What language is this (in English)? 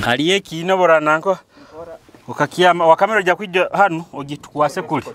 Nyoro